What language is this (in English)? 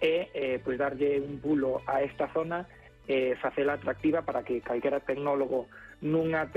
Galician